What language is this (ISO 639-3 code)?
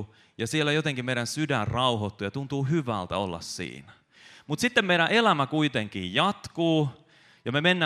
fin